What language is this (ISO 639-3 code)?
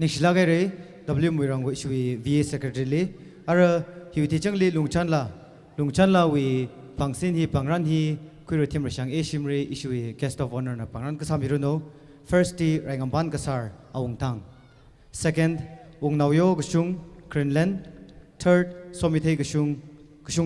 nmf